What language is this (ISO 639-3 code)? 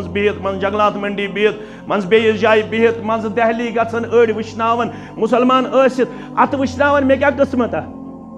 kas